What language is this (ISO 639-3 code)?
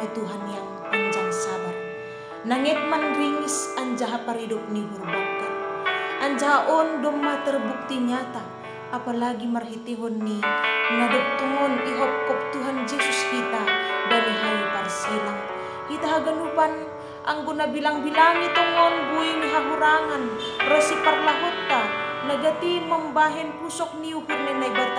bts